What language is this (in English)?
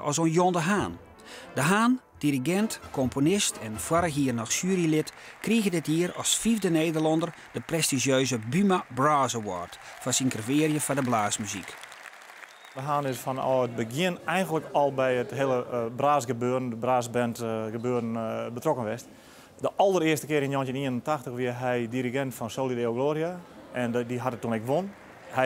Western Frisian